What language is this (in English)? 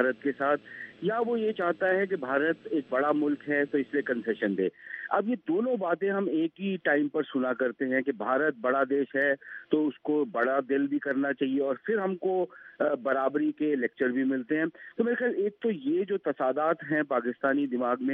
Urdu